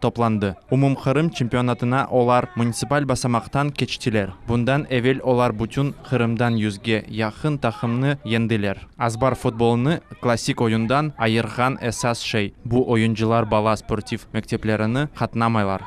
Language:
Crimean Tatar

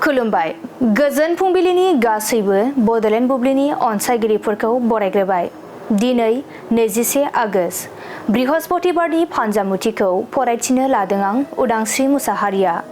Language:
Bodo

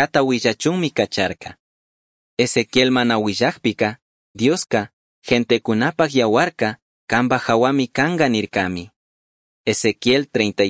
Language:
Chimborazo Highland Quichua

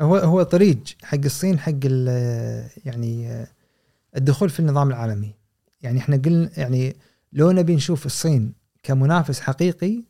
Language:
Gulf Arabic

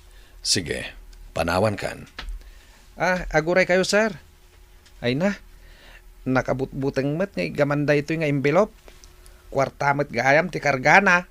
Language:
Iloko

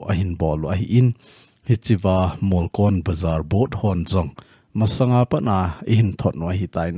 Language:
Thado Chin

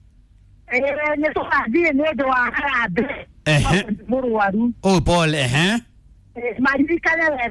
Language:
Kikuyu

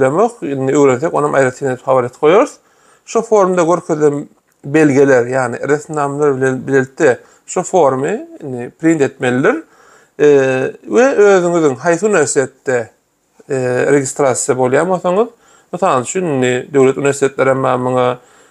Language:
Turkmen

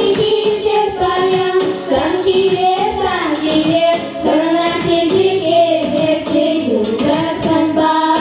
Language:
Chuvash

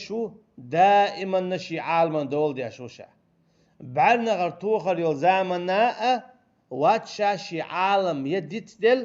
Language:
Chechen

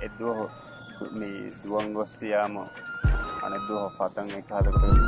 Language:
Divehi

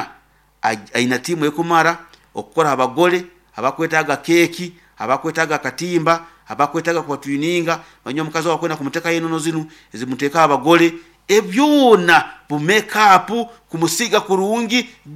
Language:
Nyankole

